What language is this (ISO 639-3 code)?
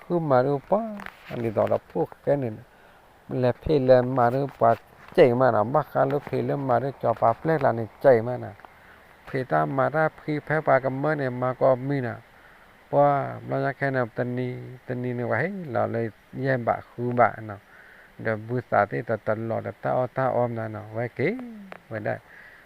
ksw